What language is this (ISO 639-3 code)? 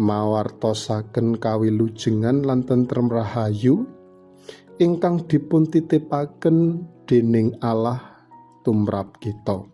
jav